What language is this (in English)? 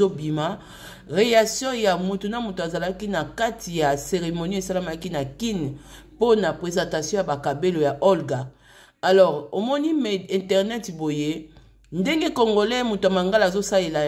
Lingala